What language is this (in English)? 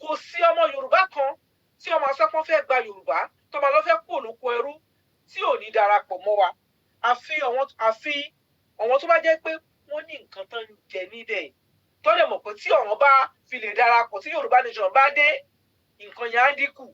Yoruba